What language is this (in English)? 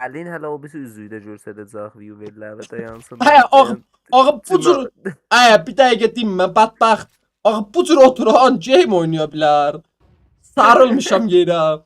South Azerbaijani